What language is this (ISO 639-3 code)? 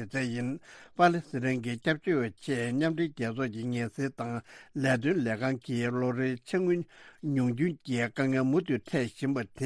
bod